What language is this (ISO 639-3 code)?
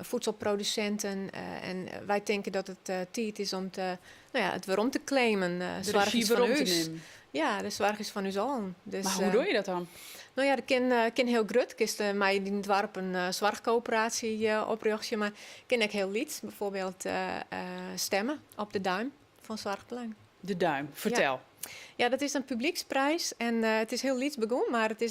fry